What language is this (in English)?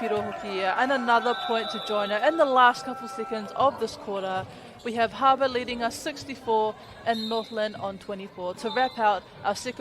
Māori